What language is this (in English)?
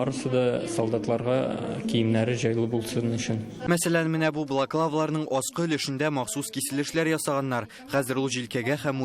Tatar